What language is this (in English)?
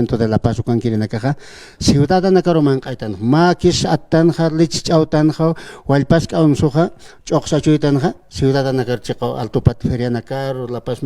Aymara